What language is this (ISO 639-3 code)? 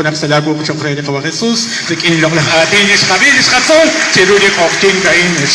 kek